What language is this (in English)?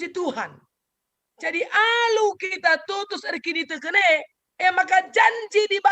Batak Karo